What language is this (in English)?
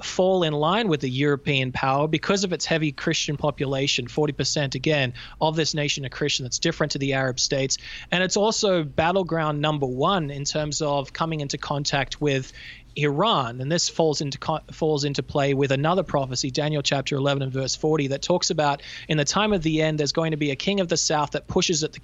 English